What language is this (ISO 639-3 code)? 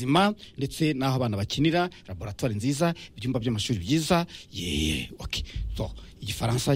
kin